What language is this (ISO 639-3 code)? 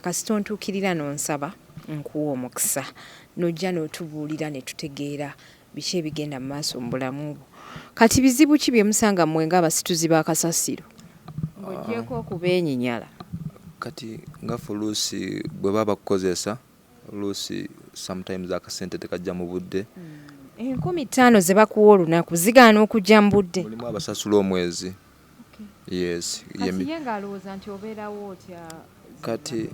lug